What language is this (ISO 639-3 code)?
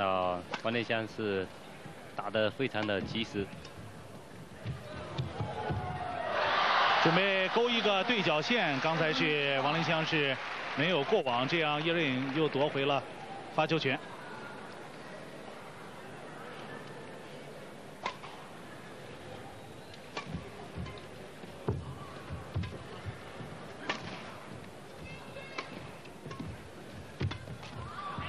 zho